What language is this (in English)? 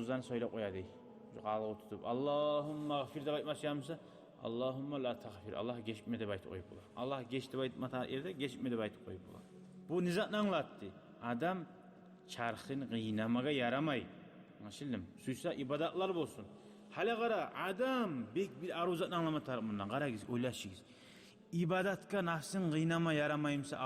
Kumyk